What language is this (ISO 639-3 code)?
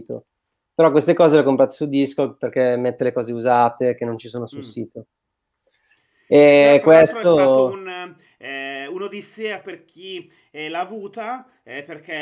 ita